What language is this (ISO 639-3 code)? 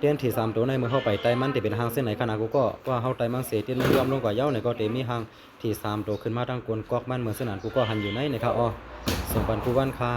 shn